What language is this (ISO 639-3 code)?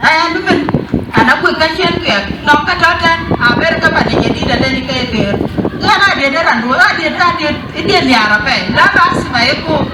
din